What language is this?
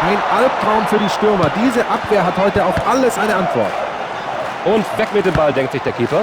Bavarian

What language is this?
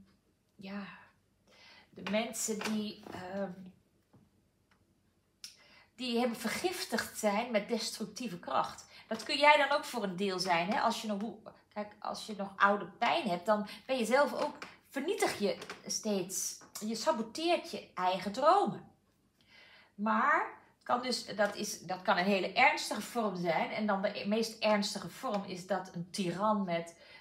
Dutch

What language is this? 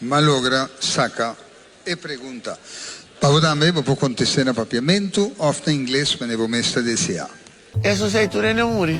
Papiamento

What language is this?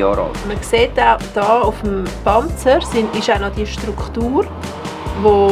Swiss German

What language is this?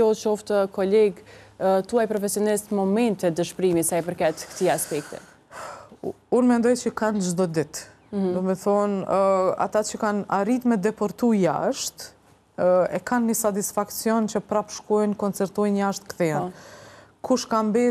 Albanian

